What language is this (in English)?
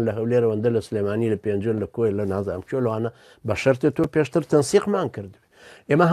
Central Kurdish